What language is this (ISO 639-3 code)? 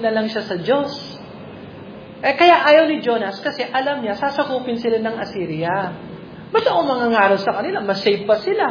fil